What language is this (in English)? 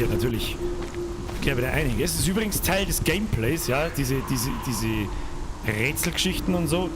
Bavarian